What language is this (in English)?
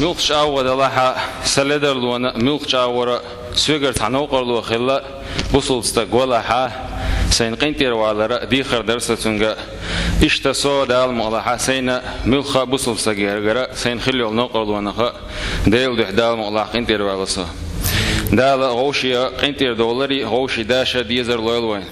Chechen